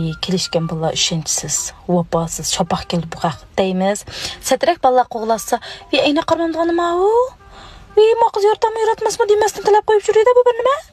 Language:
Uyghur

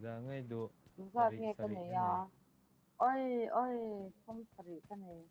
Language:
Mizo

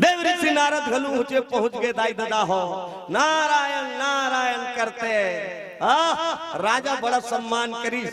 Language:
Chhattisgarhi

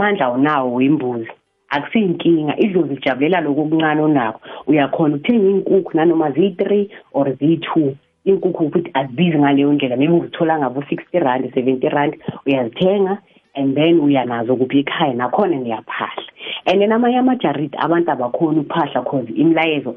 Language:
South Ndebele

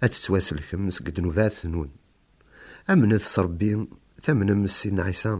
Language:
Kabyle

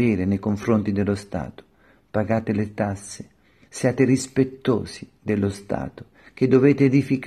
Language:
Italian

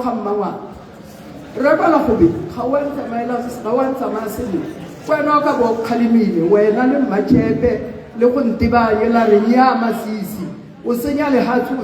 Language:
Tswana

